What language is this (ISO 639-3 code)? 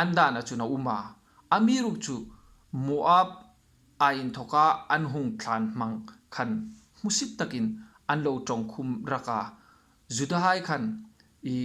hmr